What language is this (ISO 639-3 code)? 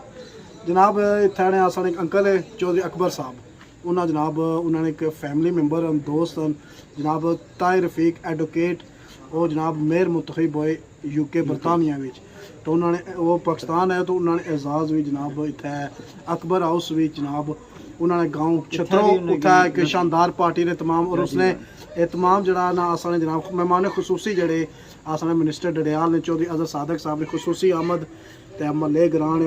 phr